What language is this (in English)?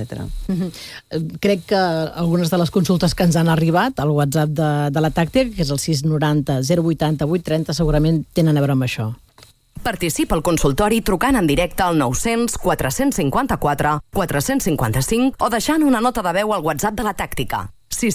Catalan